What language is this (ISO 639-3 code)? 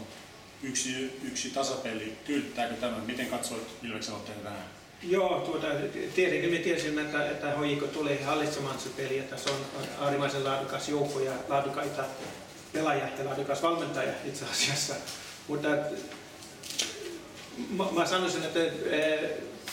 fin